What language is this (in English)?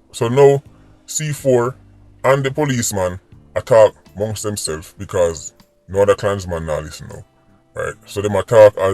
Jamaican Creole English